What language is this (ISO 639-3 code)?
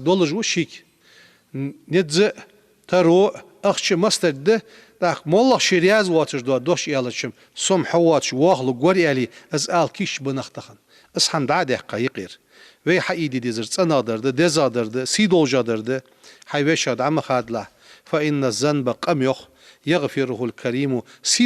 inh